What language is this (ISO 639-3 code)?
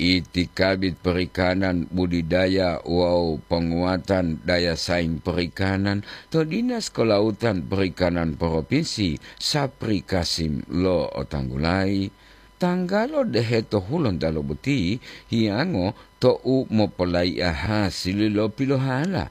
gor